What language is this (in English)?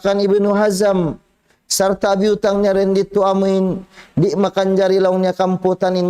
Tausug